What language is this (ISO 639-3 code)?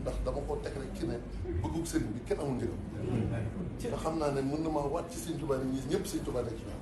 wol